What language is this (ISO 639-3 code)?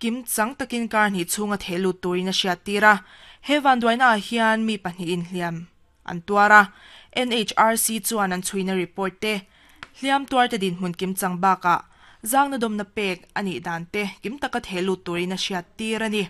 lus